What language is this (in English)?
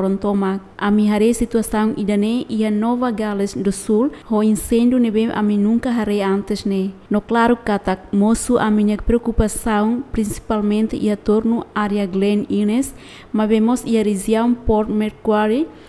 Tetum